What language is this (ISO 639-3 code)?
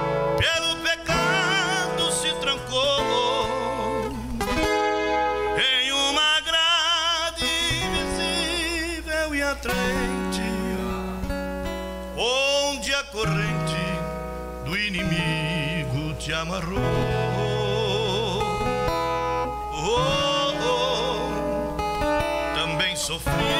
por